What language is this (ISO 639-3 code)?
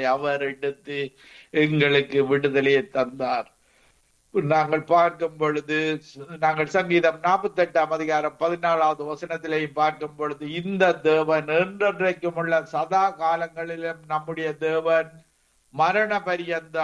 tam